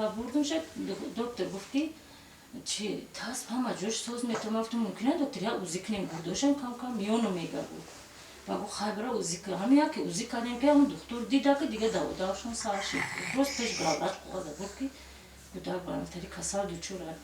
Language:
Tajik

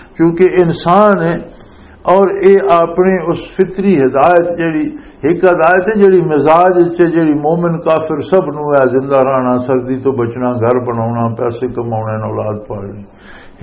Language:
Western Panjabi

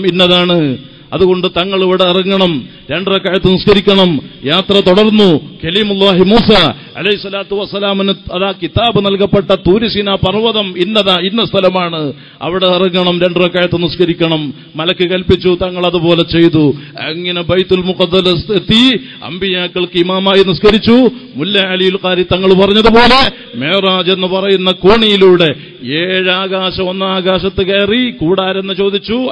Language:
Malayalam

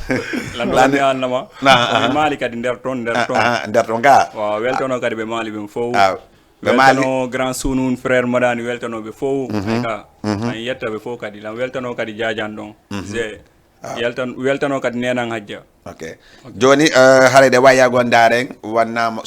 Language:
Fula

